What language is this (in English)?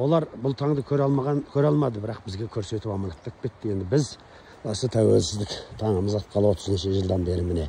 Kazakh